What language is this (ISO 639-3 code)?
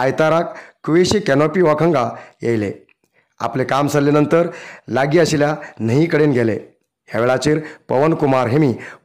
kok